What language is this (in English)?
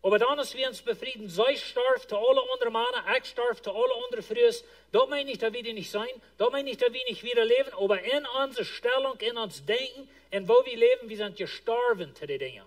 Plautdietsch